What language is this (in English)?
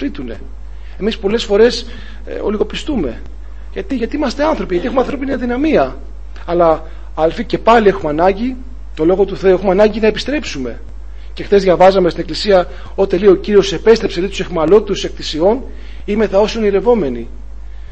Greek